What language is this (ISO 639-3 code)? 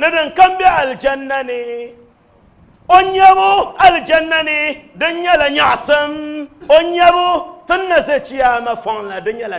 dag